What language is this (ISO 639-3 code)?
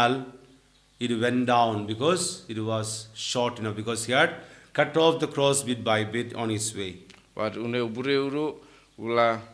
kha